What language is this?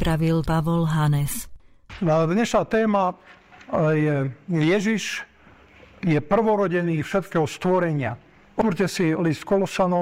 Slovak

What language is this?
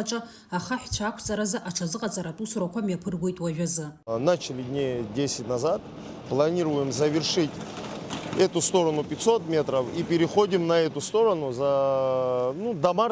Abkhazian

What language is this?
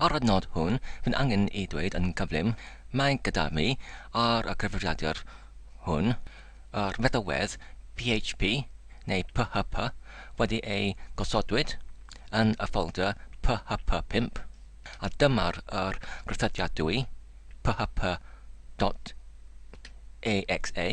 Welsh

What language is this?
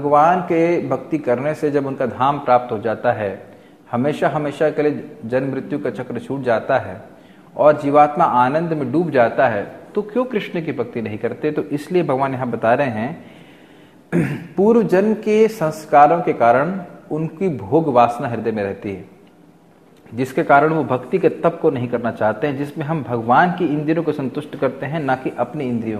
Hindi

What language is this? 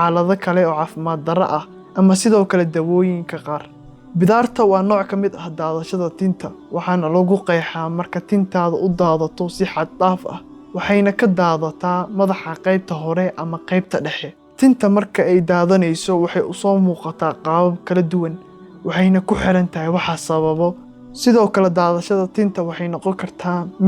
Somali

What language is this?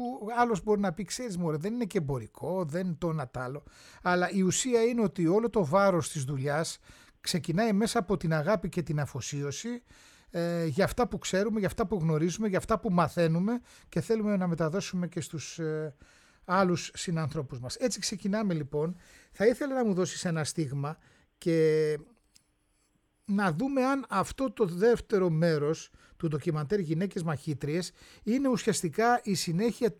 Greek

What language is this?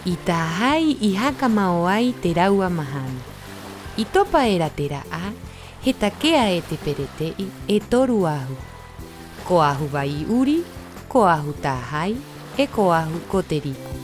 Rapanui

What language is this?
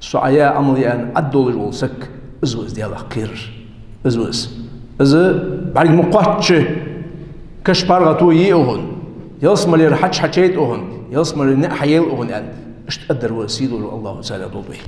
Ingush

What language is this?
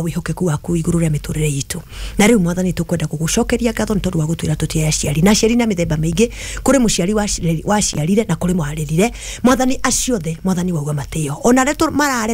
Kikuyu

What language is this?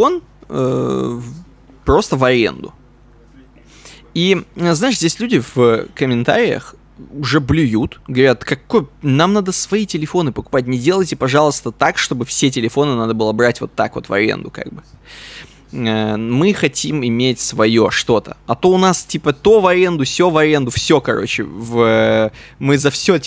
Russian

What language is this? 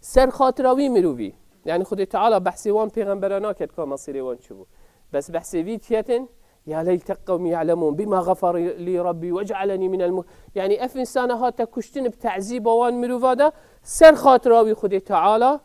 Kurdish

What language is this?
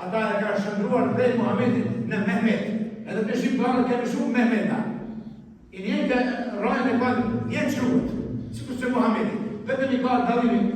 Albanian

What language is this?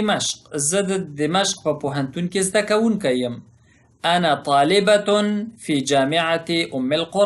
Pashto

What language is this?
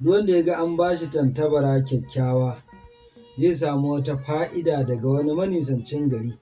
Hausa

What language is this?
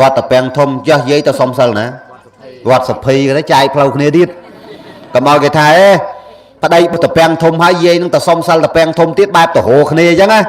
Khmer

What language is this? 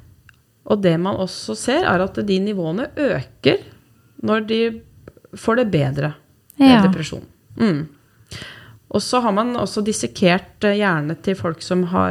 Norwegian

